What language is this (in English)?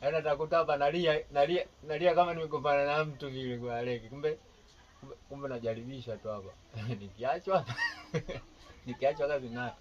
Swahili